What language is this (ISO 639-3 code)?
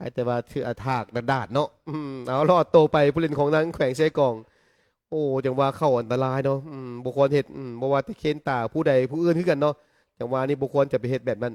lao